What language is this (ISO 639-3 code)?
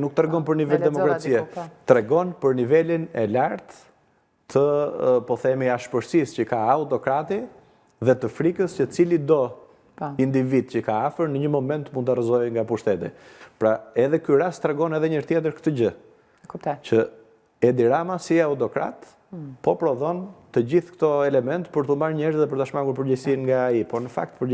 sqi